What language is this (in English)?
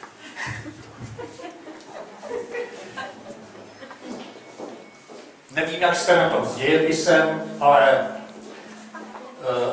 Czech